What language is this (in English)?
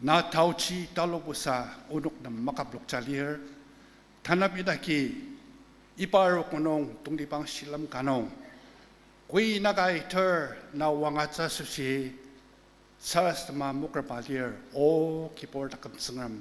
Ao Naga